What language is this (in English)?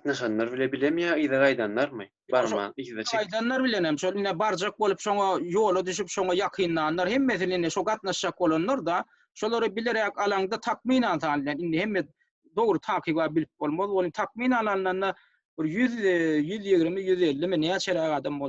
Turkmen